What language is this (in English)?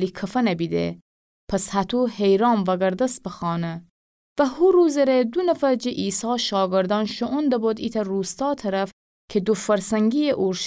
Gilaki